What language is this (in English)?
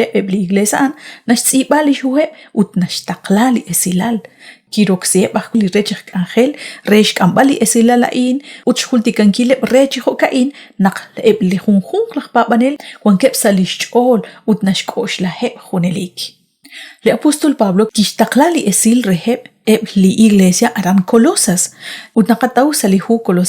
Kekchí